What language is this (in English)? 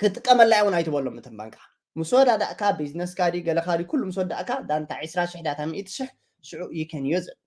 Tigrinya